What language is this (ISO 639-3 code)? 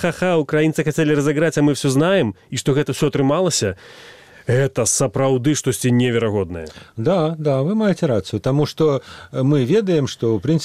bel